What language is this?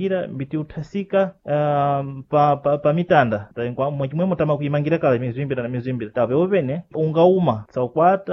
Sena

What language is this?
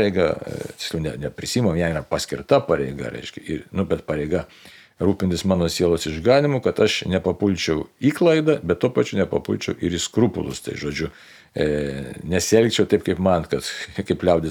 Lithuanian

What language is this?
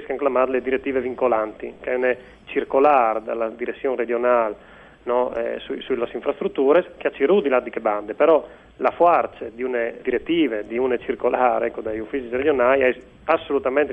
Friulian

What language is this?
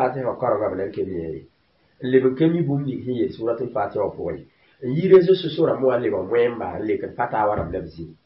Mossi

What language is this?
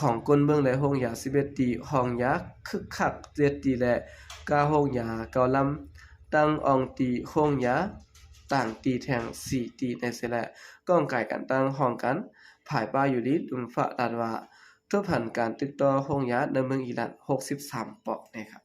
Shan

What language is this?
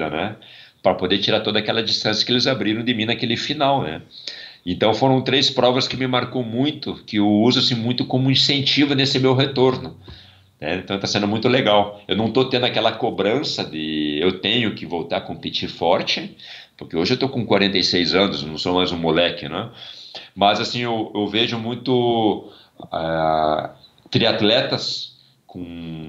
Portuguese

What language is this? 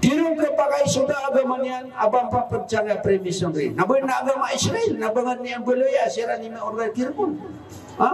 Maranao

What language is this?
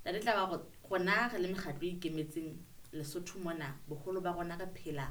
Southern Sotho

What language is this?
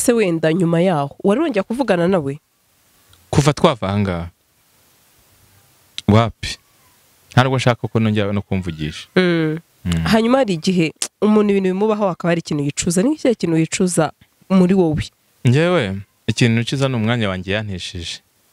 Kinyarwanda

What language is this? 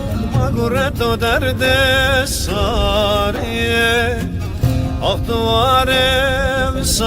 Zaza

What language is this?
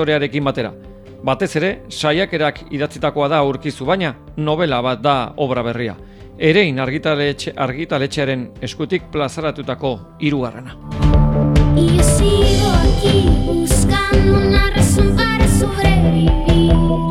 Basque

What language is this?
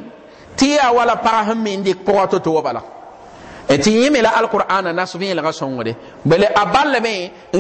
Mossi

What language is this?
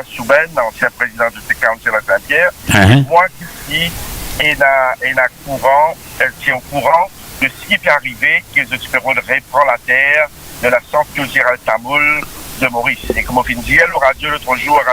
Morisyen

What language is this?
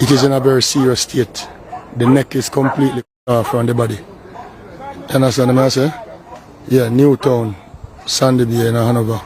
Jamaican Creole English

